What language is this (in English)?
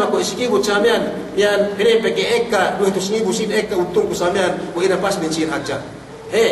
Yakan